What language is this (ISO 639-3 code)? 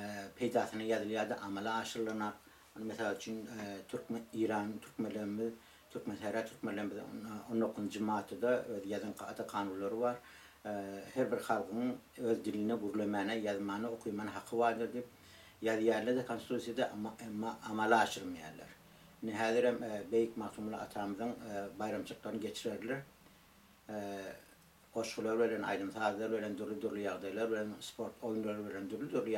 tuk